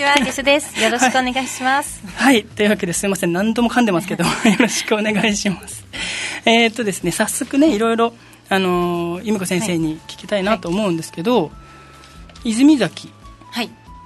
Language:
Japanese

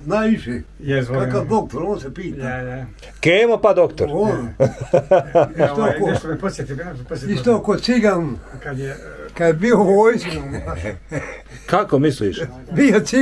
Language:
Bosnian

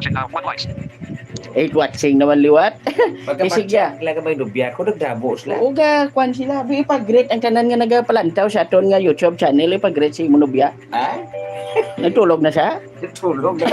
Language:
Hiligaynon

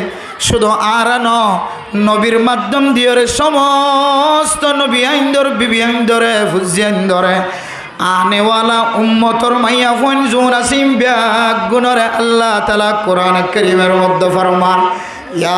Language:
Rohingya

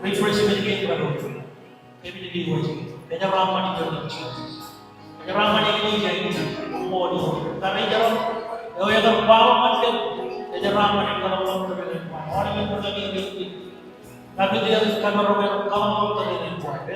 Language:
Marshallese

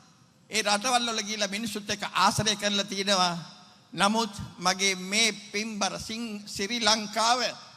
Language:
Sinhala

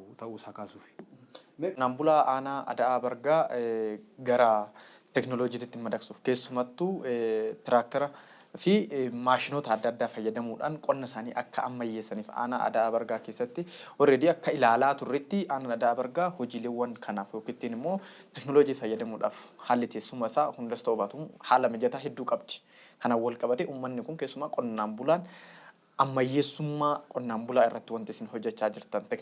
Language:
Oromo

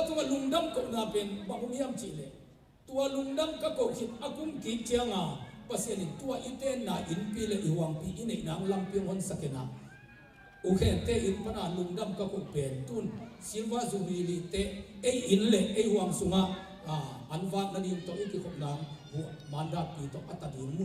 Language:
Tedim Chin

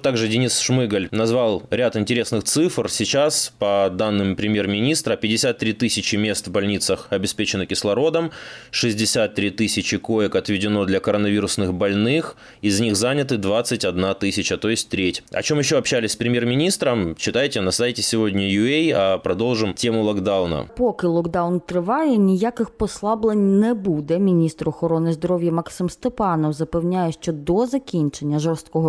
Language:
Ukrainian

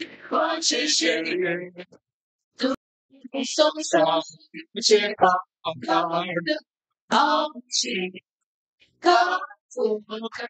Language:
Konkani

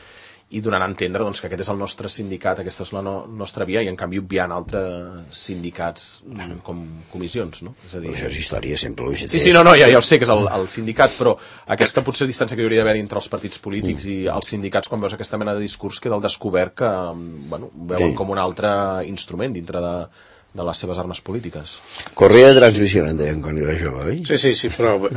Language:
Catalan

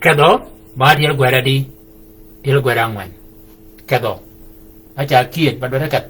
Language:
Shilluk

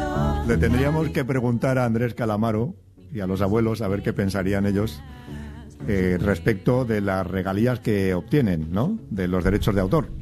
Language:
Spanish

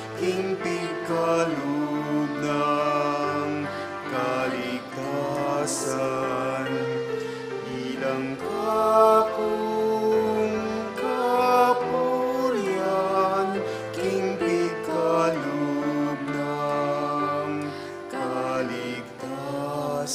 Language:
Pampanga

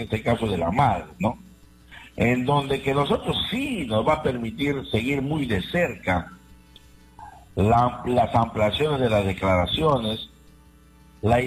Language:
Spanish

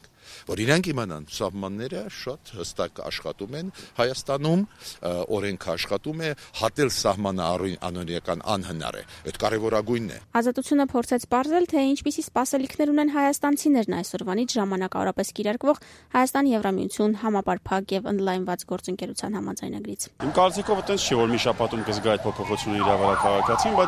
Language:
Armenian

